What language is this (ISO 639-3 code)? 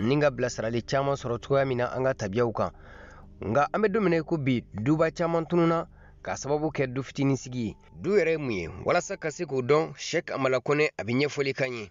bam